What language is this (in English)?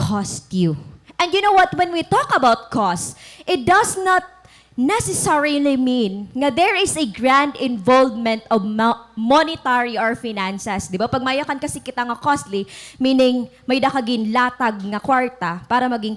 Waray